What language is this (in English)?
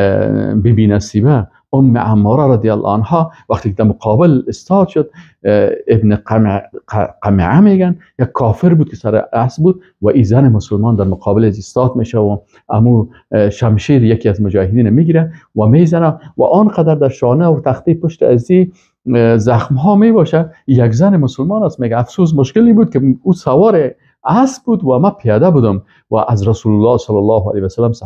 Persian